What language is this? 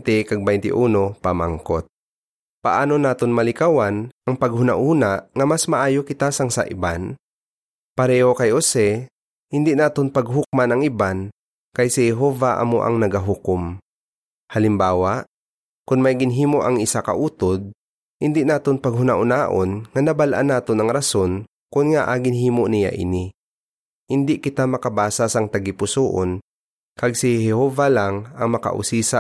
Hiligaynon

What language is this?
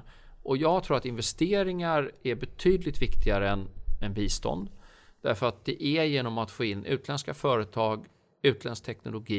Swedish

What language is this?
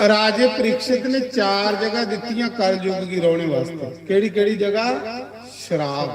Dogri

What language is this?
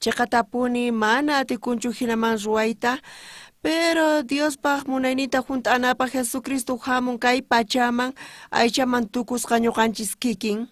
South Bolivian Quechua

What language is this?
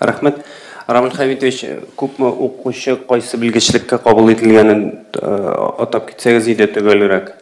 Tatar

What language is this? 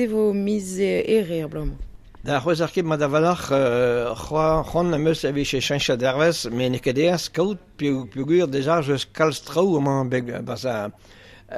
Breton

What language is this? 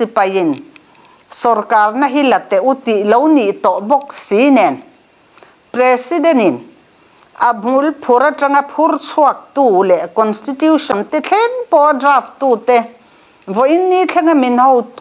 Mizo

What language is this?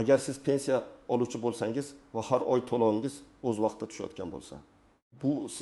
Uzbek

